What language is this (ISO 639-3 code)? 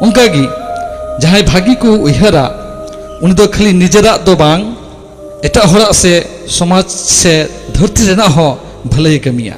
sat